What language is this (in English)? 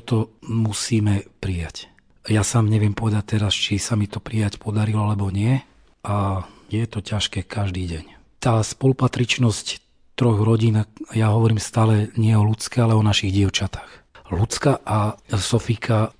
Slovak